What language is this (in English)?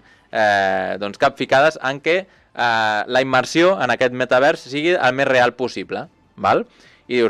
Catalan